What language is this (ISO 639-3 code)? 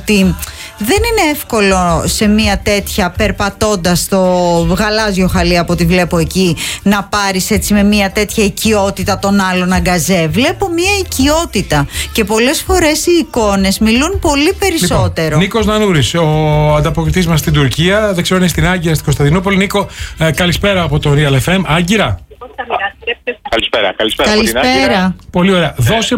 ell